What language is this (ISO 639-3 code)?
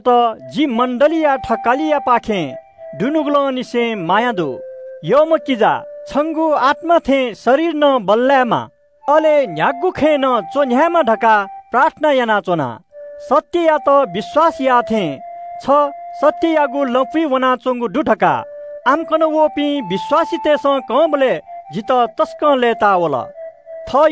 new